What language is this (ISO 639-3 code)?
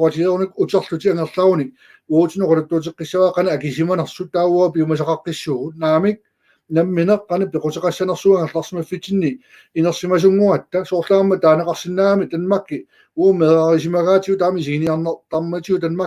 kal